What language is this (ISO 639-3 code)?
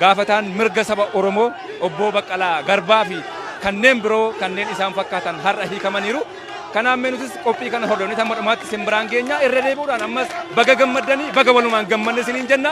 orm